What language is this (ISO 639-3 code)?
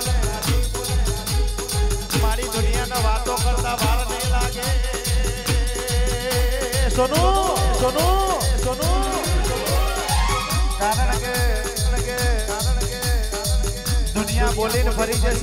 guj